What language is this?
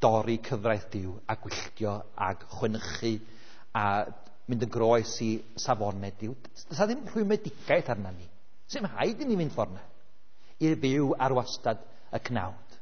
Welsh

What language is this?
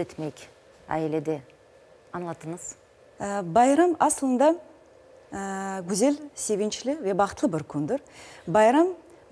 Crimean Tatar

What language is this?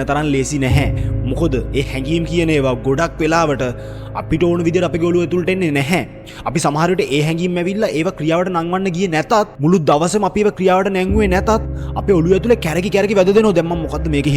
Sinhala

